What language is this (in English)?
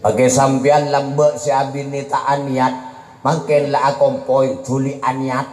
Madurese